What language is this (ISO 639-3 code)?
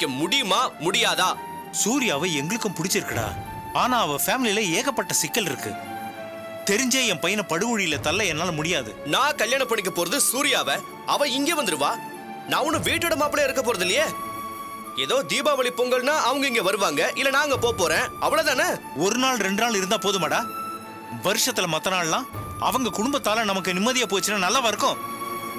tam